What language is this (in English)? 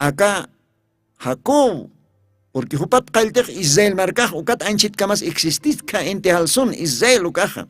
Aymara